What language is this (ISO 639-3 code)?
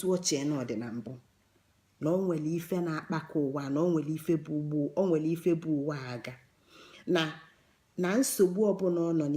ibo